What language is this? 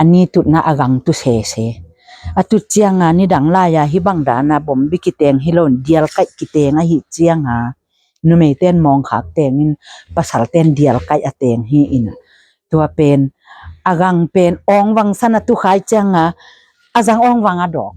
Tedim Chin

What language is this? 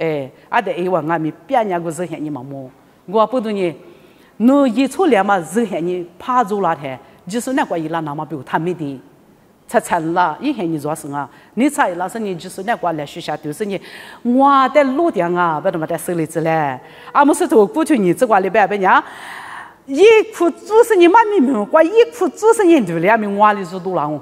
Lisu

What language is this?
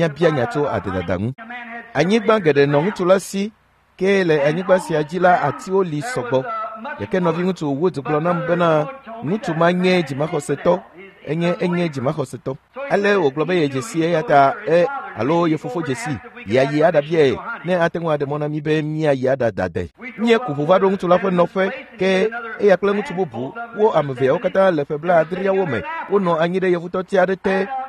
Ewe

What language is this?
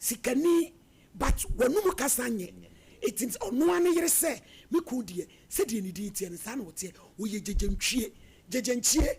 Akan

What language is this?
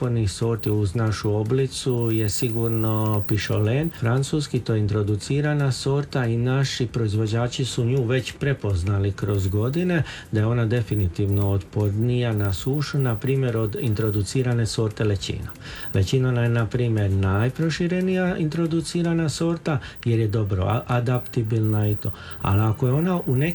Croatian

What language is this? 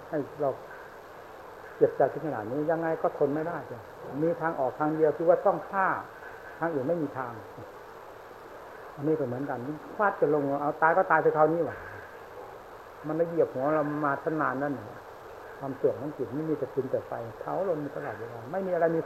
Thai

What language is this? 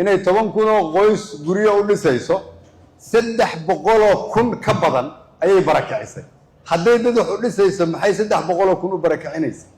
Somali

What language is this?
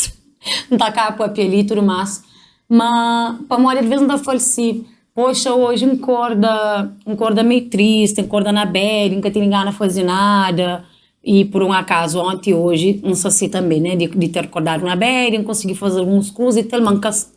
Kabuverdianu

